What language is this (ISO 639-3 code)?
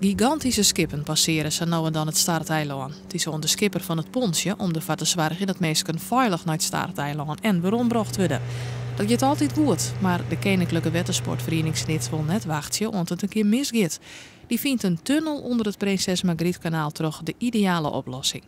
fry